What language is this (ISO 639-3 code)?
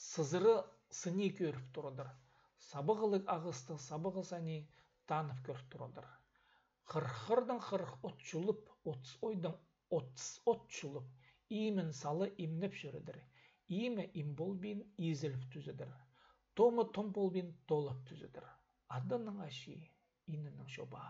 kjh